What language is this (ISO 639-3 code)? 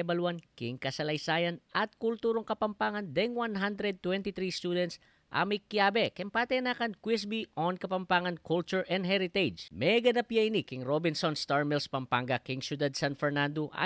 pam